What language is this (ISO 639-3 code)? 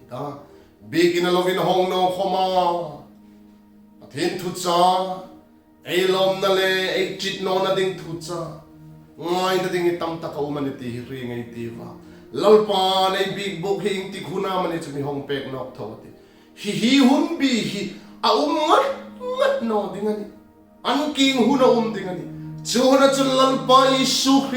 hmr